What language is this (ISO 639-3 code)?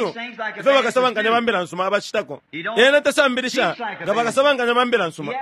bem